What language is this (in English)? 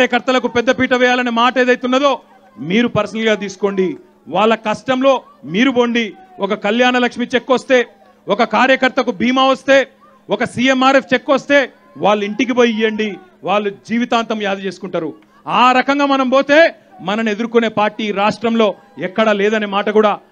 Telugu